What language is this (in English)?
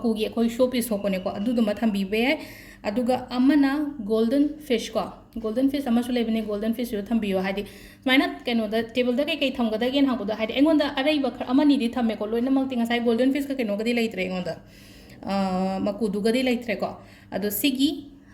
Manipuri